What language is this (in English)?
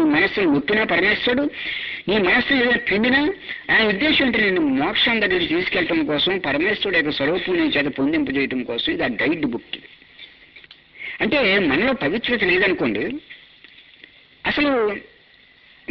Telugu